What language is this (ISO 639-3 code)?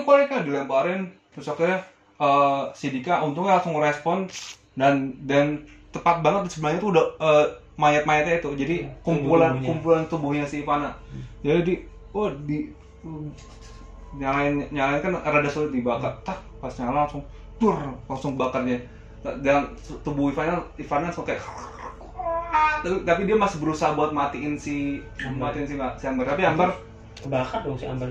ind